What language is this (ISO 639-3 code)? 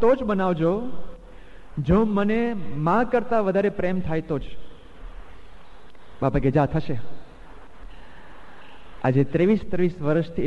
guj